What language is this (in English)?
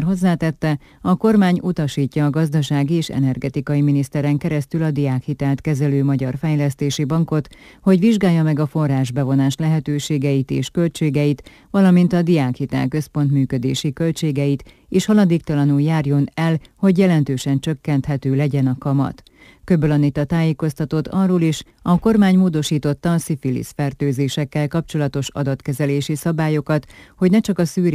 Hungarian